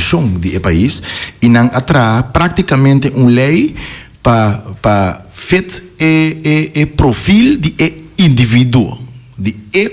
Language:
Papiamento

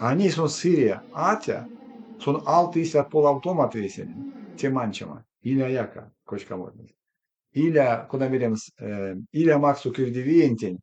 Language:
Erzya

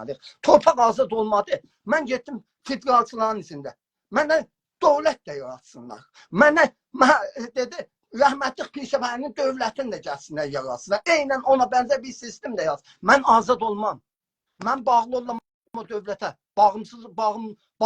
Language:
South Azerbaijani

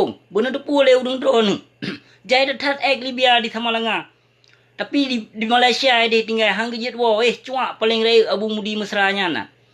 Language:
Achinese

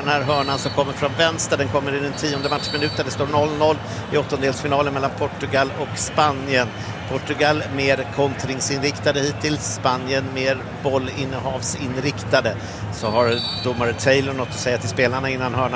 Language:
Swedish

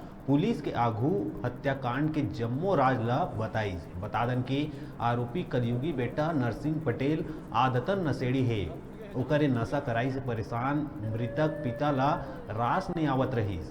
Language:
Chhattisgarhi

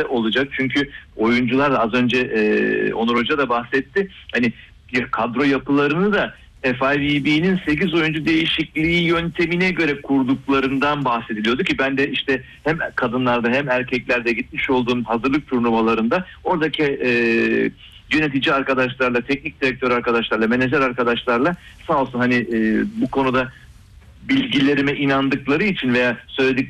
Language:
Turkish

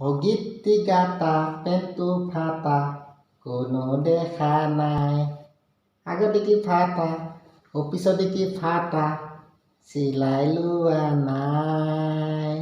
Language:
Assamese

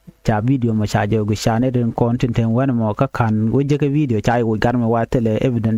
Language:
Nuer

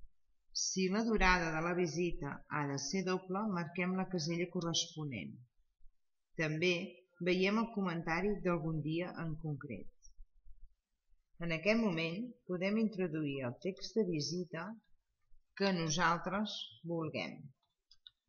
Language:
Catalan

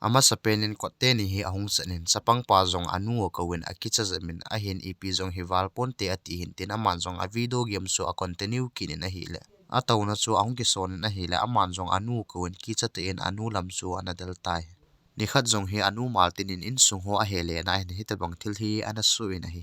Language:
Thado Chin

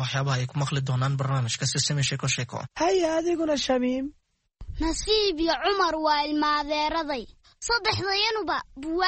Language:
Somali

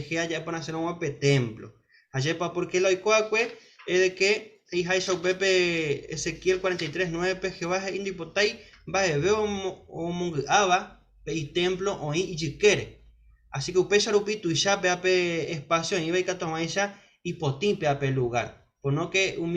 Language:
Guarani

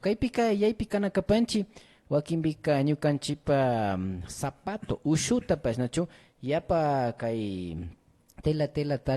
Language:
Imbabura Highland Quichua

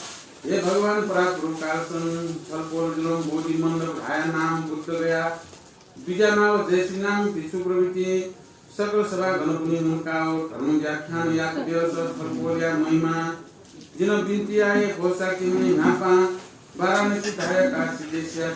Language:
Newari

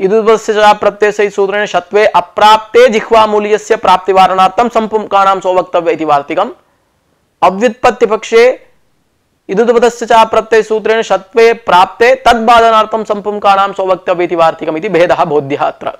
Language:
Sanskrit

